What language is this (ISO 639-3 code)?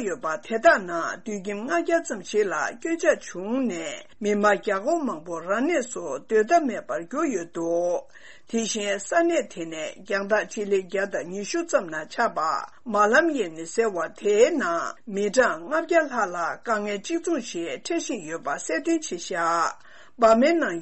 bod